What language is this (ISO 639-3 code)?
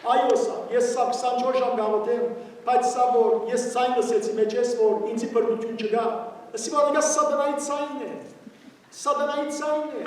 hyw